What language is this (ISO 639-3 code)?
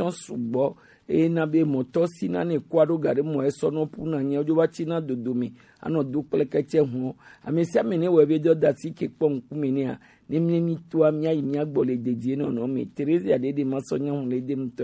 gej